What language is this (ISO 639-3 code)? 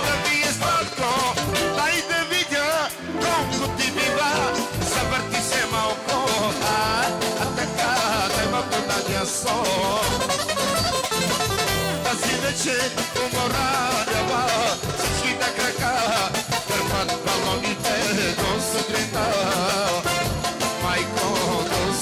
bul